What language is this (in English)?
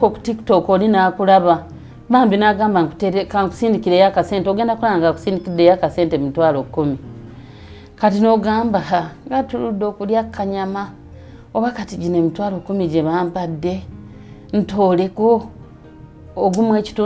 Ganda